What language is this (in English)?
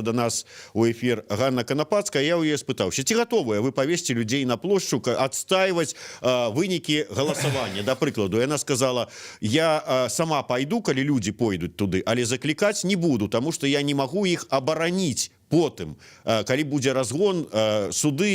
Belarusian